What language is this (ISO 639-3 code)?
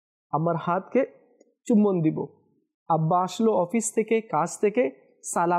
ben